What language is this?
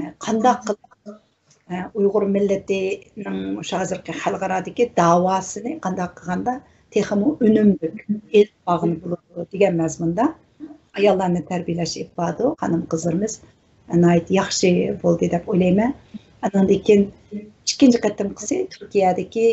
Uyghur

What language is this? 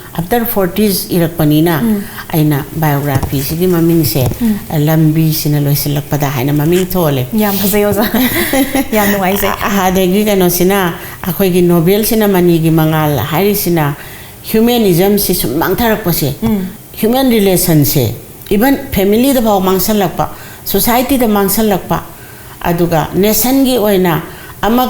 Manipuri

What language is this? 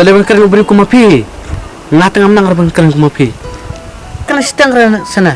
Khasi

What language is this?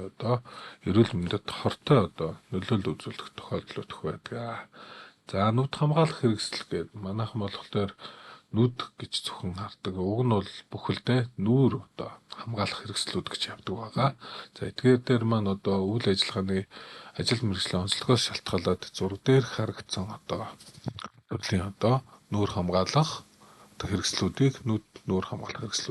Mongolian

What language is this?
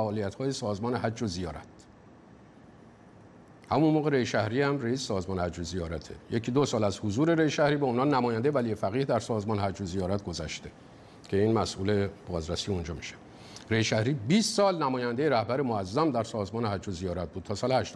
Persian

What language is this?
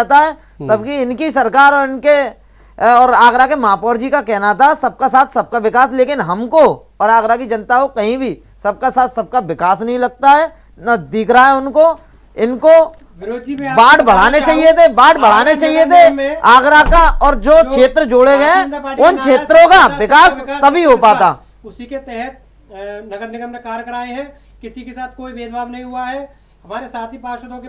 Hindi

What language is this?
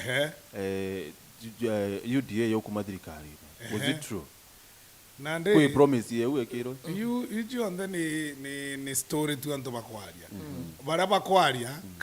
Meru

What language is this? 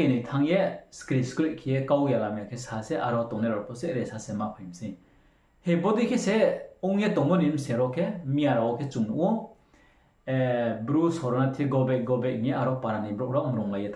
Riang (India)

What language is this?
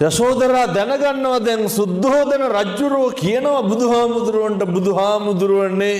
Sinhala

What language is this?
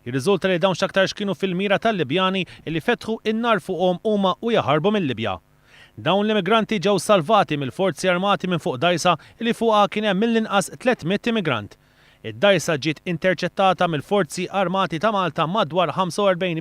Maltese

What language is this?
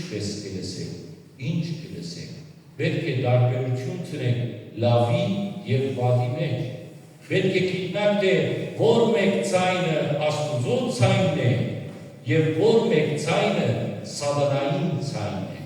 Western Armenian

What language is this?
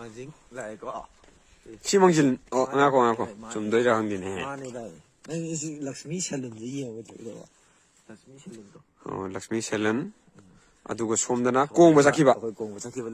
Manipuri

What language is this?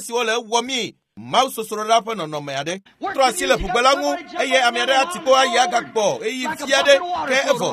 Ewe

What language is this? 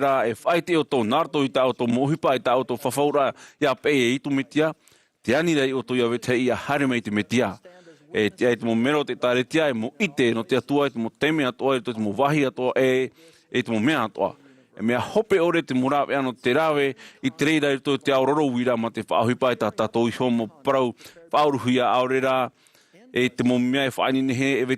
Tahitian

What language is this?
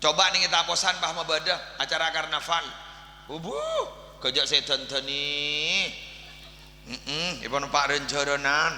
Madurese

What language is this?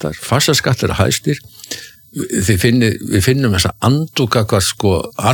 Icelandic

